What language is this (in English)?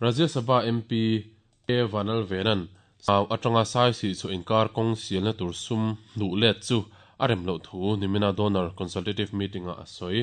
Mizo